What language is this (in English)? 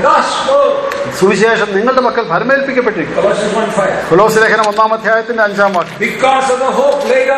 Malayalam